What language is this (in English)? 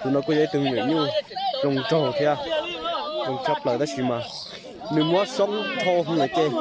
Hmong